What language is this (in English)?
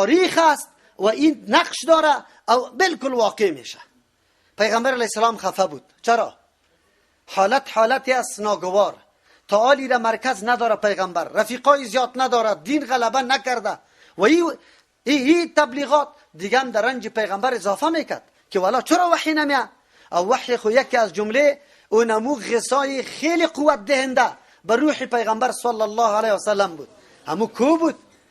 Persian